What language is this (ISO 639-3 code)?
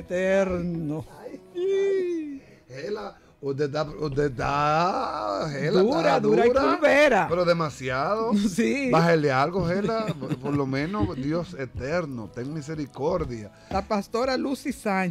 spa